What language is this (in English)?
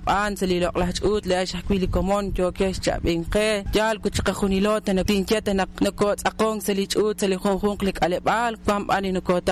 Kekchí